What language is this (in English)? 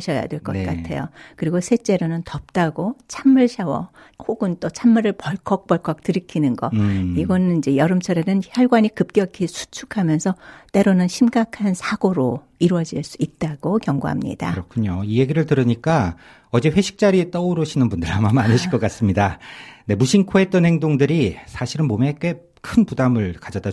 Korean